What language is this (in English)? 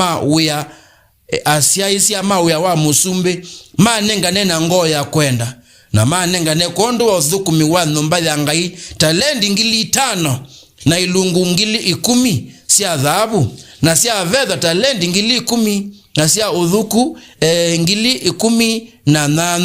Kamba